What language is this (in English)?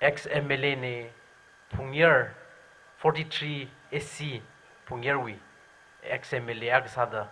Tangkhul Naga (India)